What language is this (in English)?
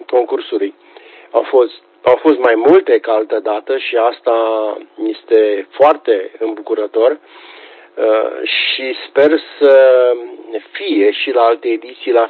Romanian